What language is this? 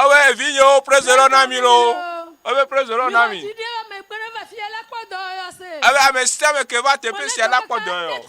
Ewe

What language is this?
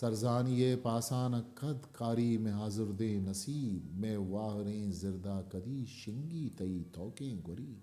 Eastern Balochi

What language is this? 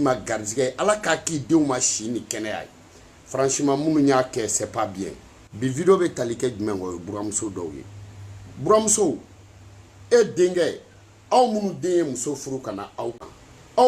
Bambara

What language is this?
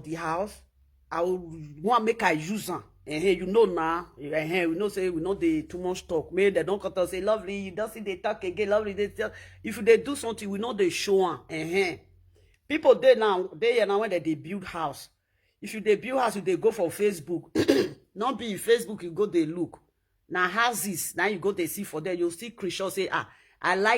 Nigerian Pidgin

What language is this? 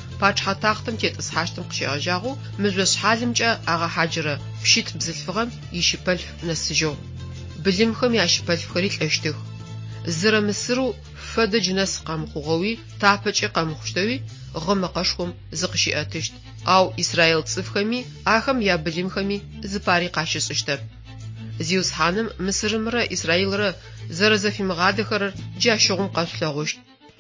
Adyghe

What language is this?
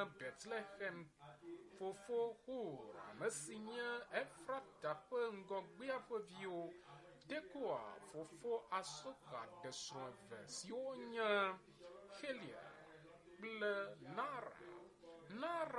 Ewe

